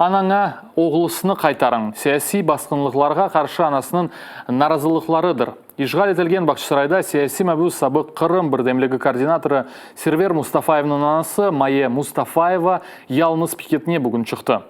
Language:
Crimean Tatar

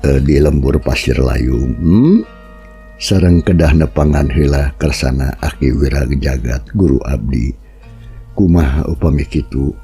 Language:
Sundanese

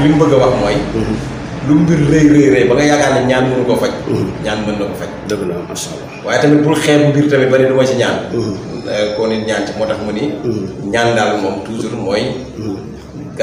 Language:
Wolof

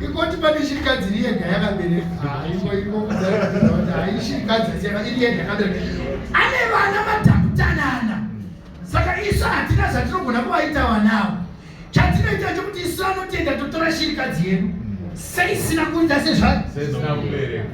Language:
Shona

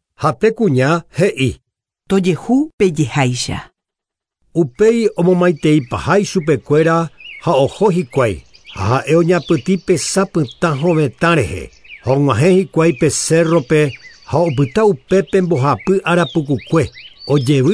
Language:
Guarani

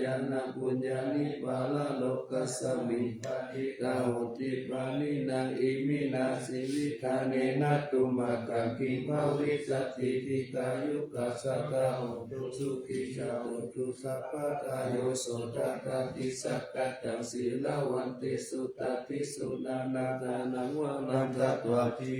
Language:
Pali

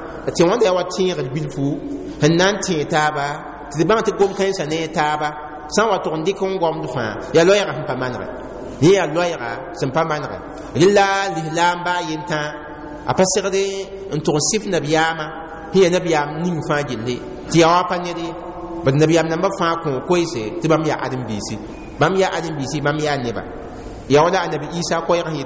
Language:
Mossi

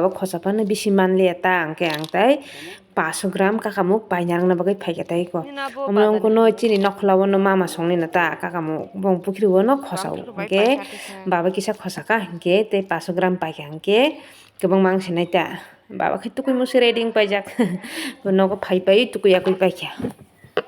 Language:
Kok Borok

